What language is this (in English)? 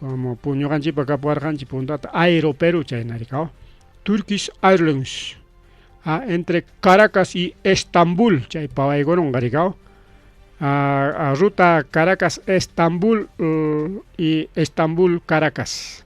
Ayacucho Quechua